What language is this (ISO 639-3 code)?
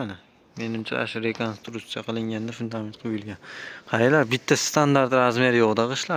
uzb